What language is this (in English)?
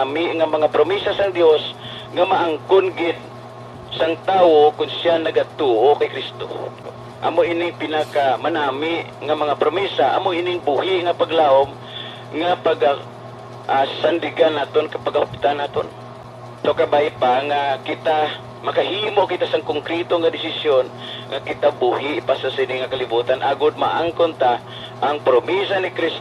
Hiligaynon